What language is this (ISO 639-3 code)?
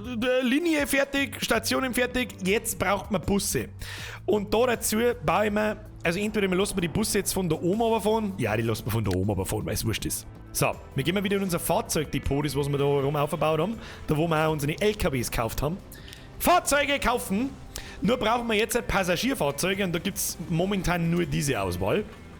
bar